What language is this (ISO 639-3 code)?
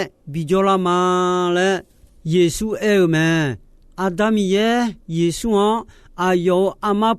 ahk